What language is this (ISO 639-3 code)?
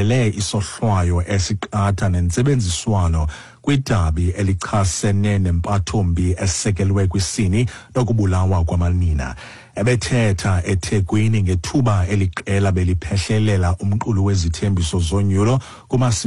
xho